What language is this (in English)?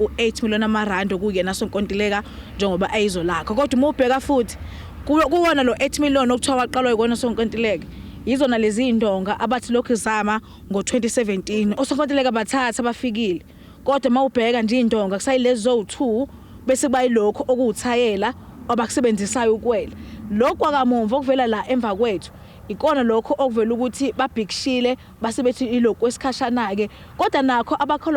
Zulu